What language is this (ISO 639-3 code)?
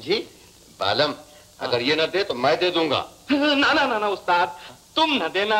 hin